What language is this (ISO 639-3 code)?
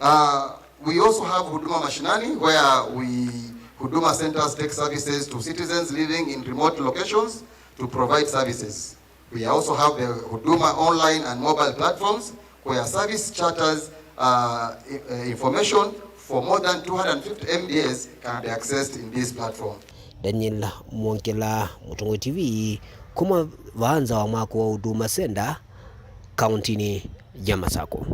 kam